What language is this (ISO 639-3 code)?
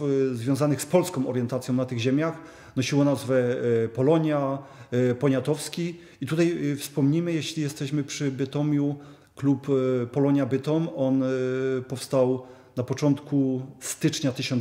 pol